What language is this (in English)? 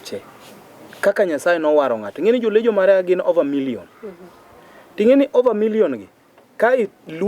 Luo (Kenya and Tanzania)